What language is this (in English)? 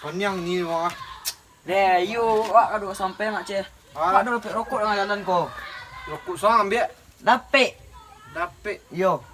Minangkabau